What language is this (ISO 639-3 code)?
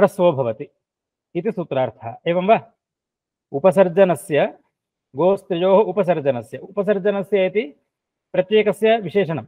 san